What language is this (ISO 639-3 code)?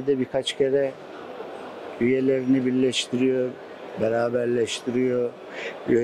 tur